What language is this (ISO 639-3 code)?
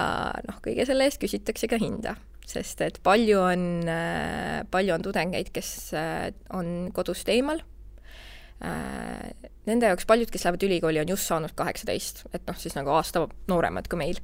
est